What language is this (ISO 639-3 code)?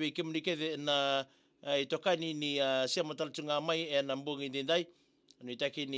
fij